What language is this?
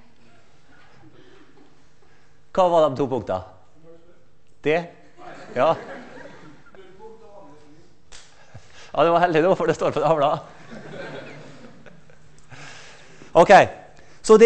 Norwegian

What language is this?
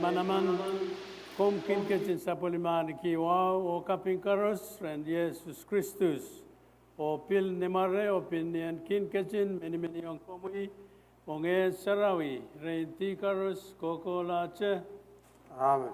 Pohnpeian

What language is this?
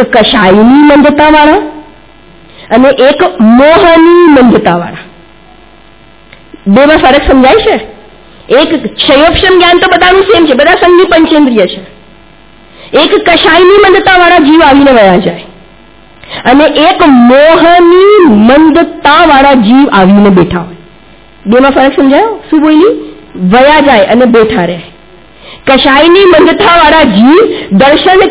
Gujarati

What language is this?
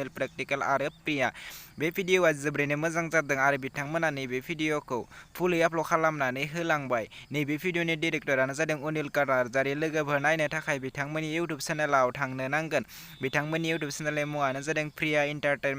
Bodo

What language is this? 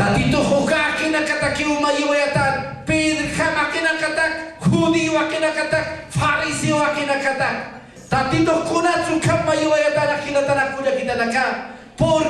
Aymara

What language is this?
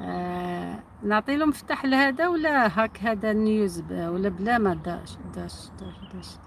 Algerian Arabic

